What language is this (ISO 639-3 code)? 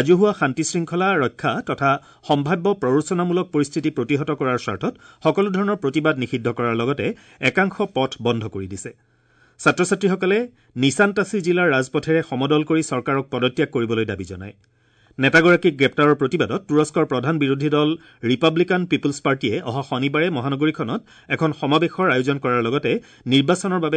asm